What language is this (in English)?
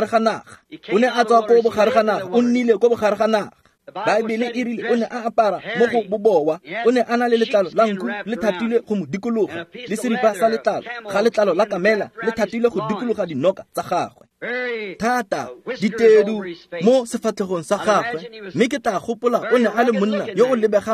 Tswana